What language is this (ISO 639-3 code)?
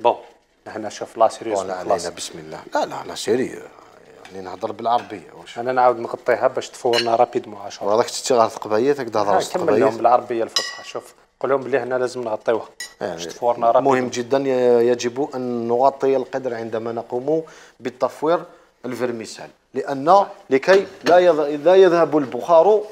arq